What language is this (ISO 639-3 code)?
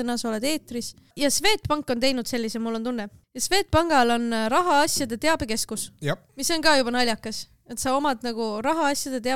est